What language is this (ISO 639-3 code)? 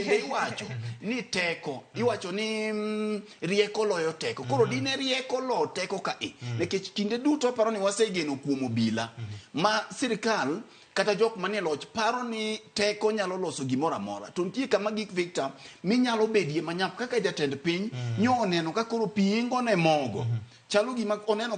luo